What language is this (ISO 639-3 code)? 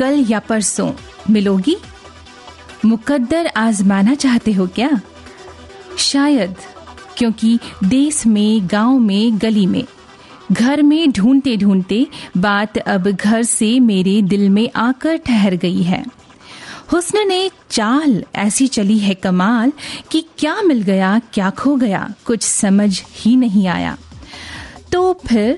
hin